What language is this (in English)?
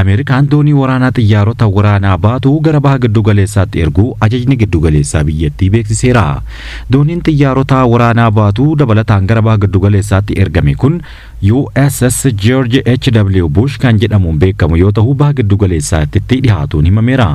Oromo